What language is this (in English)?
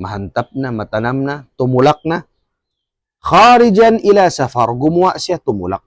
Tausug